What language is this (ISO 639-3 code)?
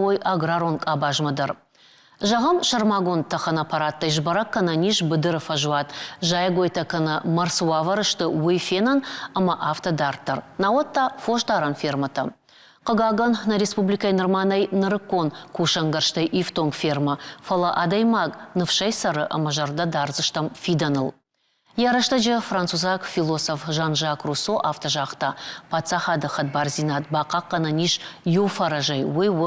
oss